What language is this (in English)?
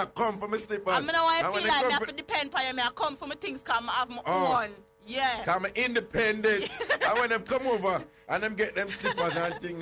Jamaican Creole English